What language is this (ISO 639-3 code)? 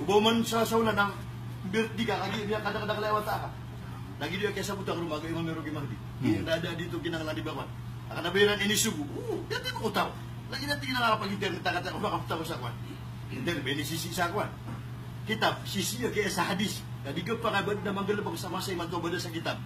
mrw